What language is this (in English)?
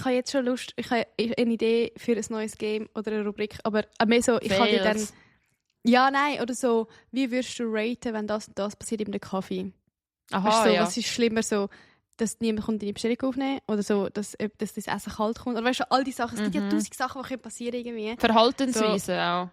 Swiss German